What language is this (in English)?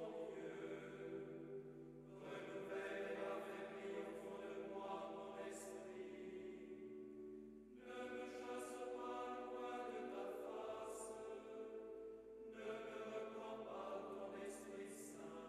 French